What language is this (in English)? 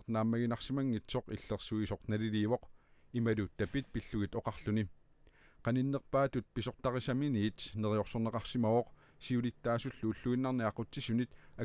Kalaallisut